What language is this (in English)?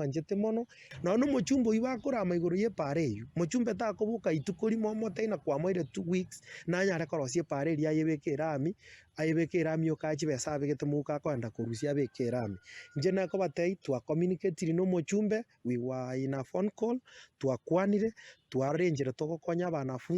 Gusii